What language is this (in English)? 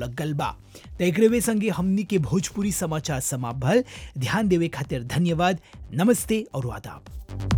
Bhojpuri